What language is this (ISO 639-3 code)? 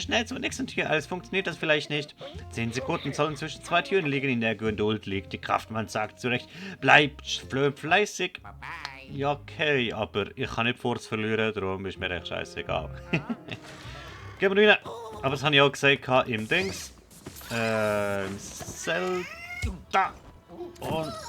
gsw